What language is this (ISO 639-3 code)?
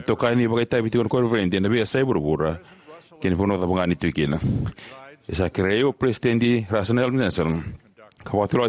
fij